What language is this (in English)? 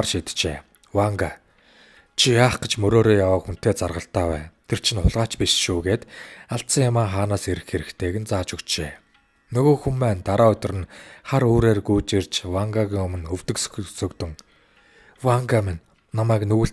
Mongolian